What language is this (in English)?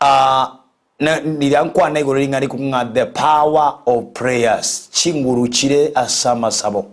Gusii